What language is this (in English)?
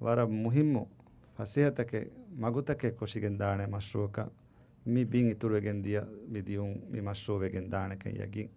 Divehi